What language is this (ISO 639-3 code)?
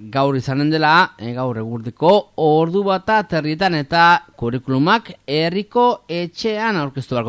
eus